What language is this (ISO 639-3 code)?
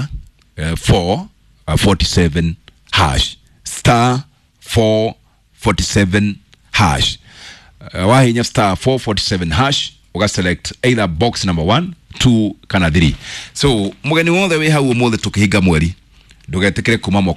kik